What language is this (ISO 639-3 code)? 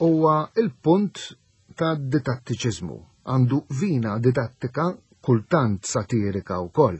mlt